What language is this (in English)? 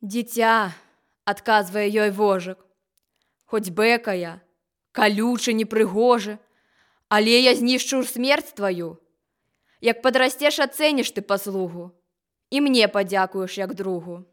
Belarusian